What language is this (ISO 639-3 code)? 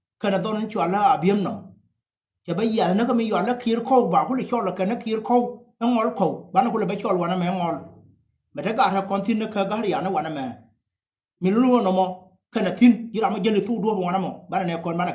nus